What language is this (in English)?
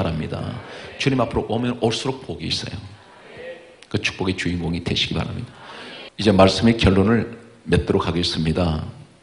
Korean